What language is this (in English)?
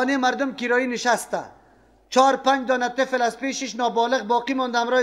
Persian